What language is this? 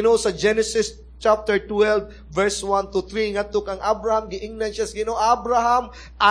Cebuano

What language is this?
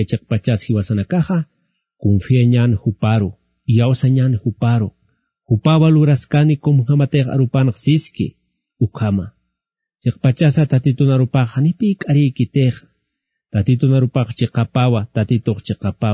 Aymara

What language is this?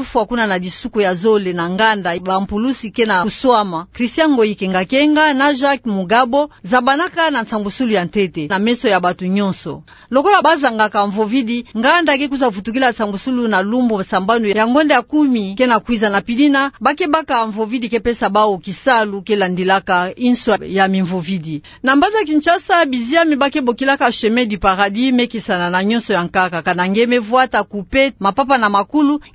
Kituba (Democratic Republic of Congo)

